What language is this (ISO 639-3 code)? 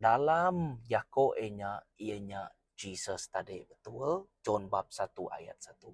iba